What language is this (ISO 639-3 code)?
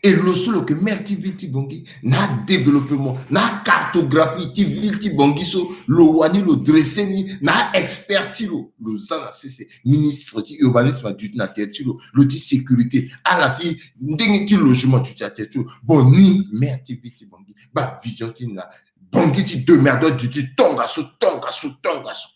sag